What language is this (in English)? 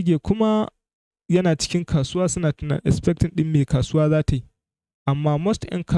Hausa